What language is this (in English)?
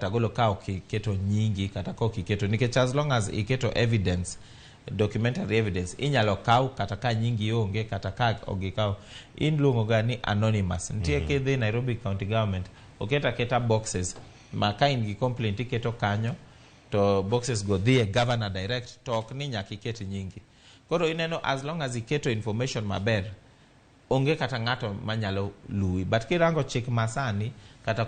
Luo (Kenya and Tanzania)